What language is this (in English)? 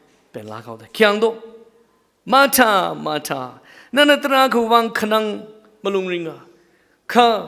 Tangkhul Naga (India)